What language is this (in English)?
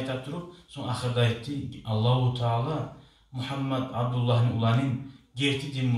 Kumyk